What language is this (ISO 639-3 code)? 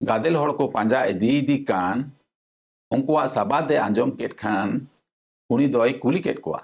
sat